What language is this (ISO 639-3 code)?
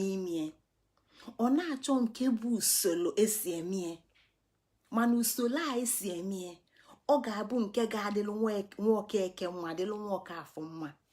ibo